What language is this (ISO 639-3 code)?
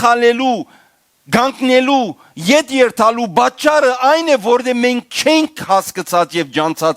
hyw